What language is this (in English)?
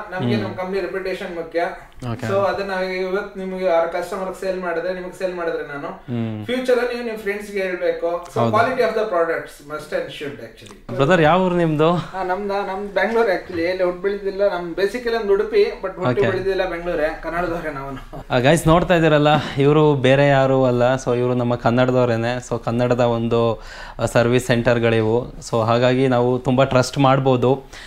Kannada